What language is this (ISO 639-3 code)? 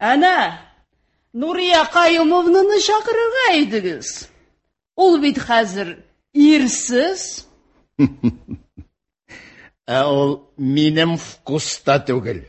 tat